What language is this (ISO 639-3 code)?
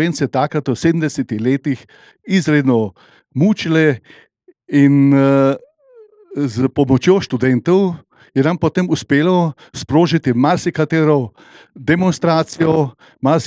slv